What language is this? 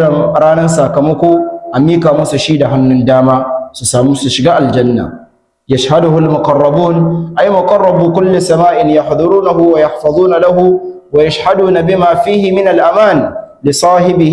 Hausa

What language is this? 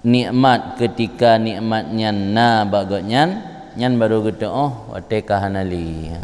Achinese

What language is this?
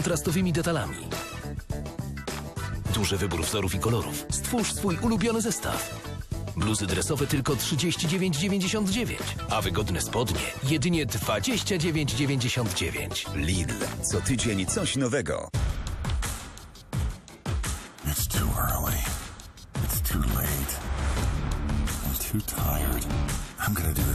Polish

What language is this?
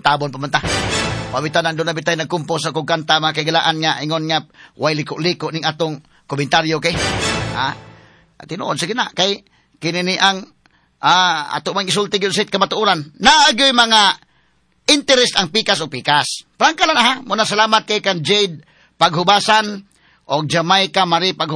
Cebuano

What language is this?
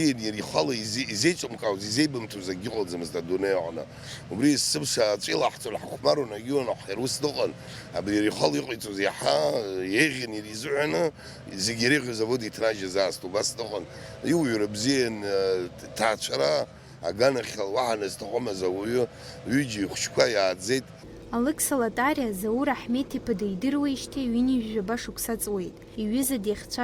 Abkhazian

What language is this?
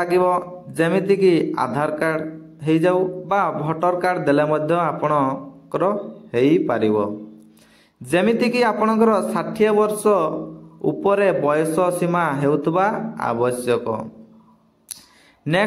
Odia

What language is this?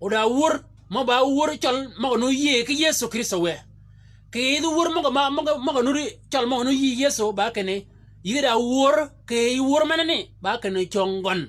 Shilluk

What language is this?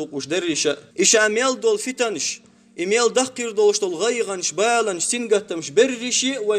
Chechen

